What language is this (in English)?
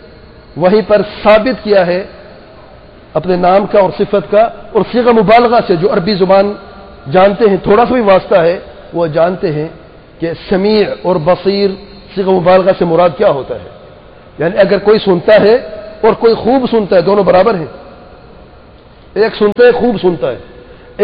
Urdu